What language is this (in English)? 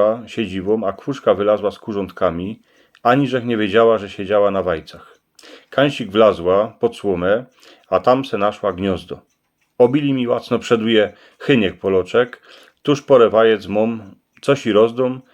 Silesian